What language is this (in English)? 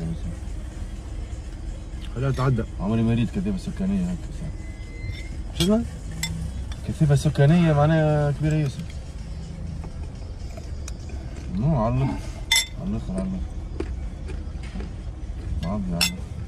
Tunisian Arabic